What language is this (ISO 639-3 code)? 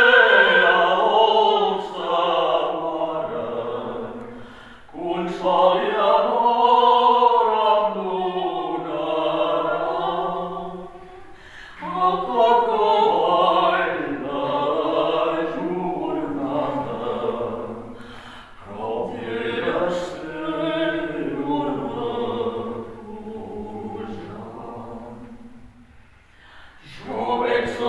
cat